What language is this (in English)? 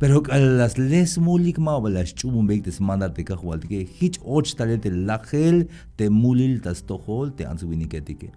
Tzeltal